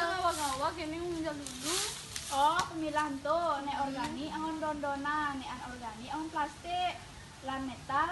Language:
Balinese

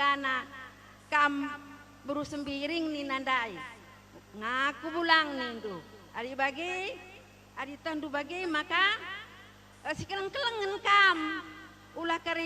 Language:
Batak Karo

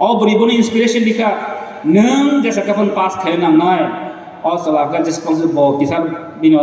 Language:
Kok Borok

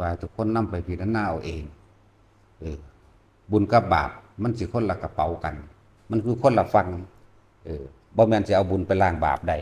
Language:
Northeastern Thai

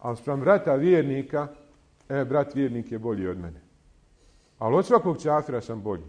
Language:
Bosnian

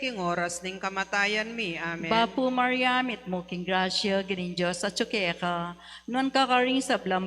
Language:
Pampanga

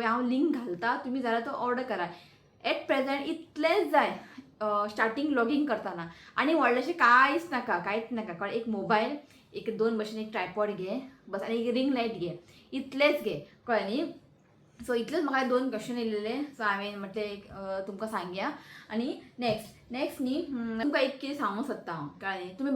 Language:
Konkani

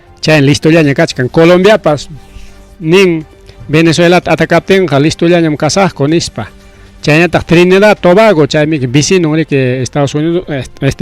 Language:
Ayacucho Quechua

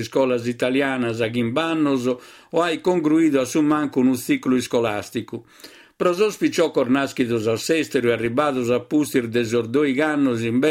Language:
Sardinian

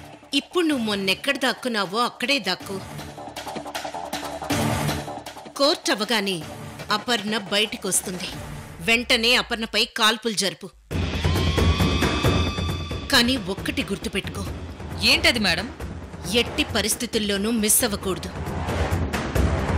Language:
Telugu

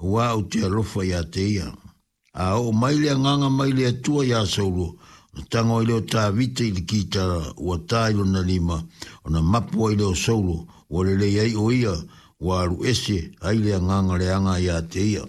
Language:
Samoan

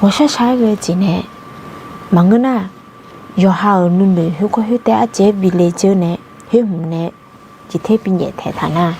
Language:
Akha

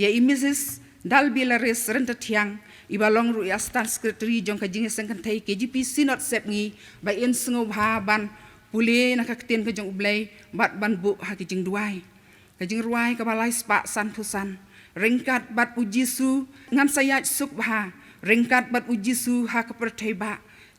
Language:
Khasi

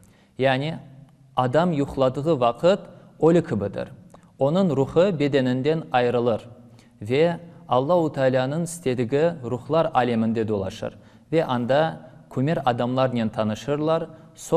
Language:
Crimean Tatar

